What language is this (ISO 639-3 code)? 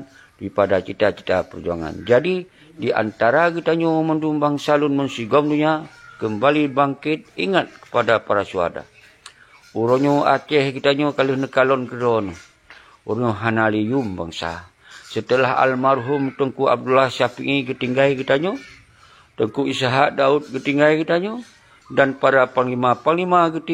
ace